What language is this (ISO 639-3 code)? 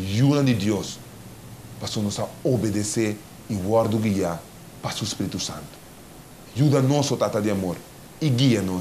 pap